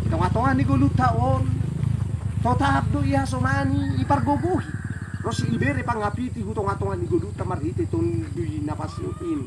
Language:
Batak Simalungun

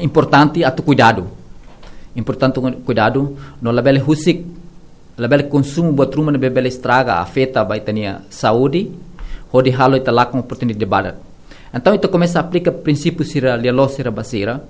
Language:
Tetum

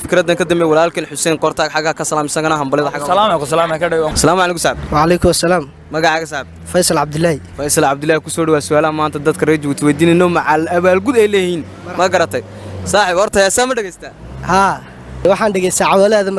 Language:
Somali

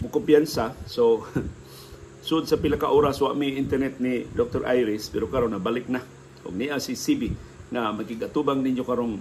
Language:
Cebuano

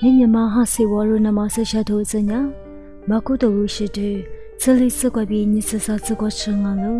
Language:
Lisu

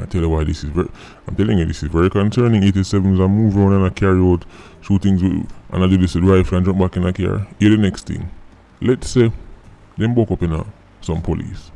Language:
Jamaican Creole English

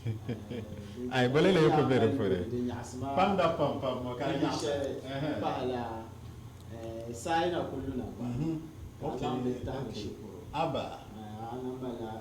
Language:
Dagbani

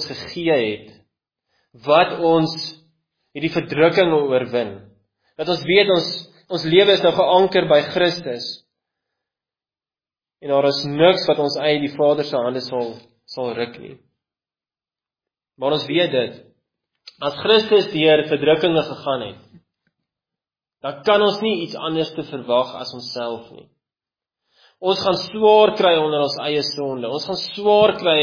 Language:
Afrikaans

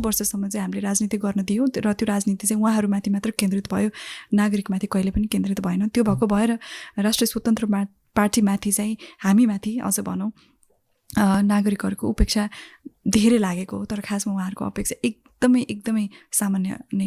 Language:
Nepali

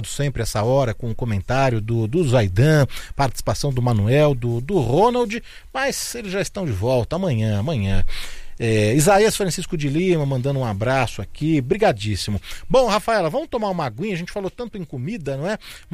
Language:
Portuguese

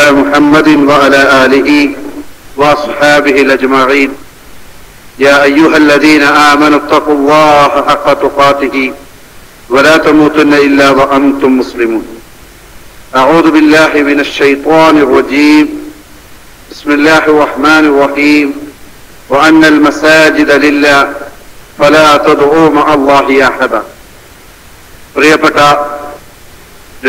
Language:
Malayalam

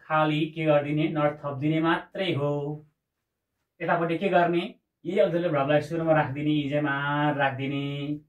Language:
Nepali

